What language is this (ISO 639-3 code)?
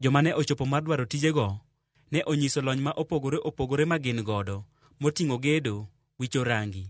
luo